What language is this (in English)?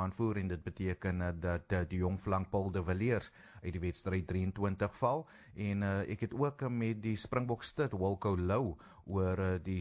Afrikaans